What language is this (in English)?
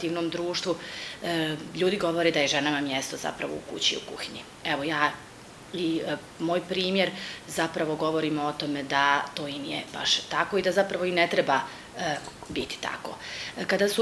Bosnian